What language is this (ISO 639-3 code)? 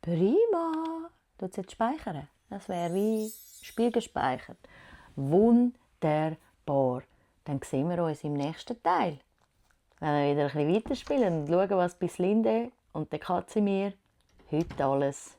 gsw